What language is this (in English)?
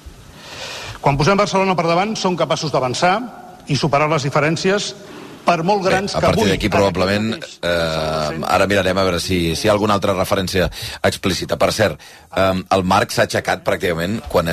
Catalan